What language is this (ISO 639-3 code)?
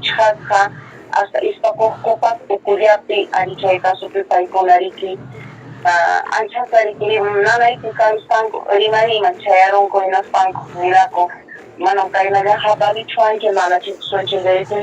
quy